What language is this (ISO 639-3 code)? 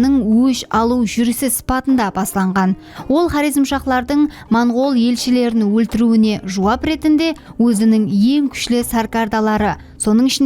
kaa